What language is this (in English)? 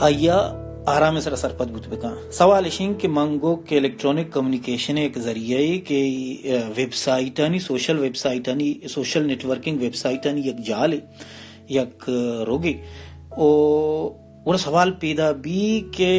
Baluchi